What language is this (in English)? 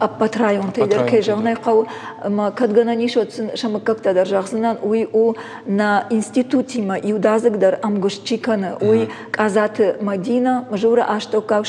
Ossetic